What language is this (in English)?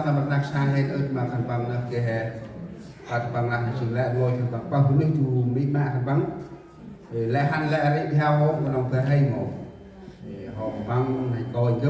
Central Mnong